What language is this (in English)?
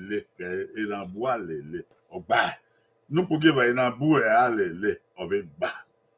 Bini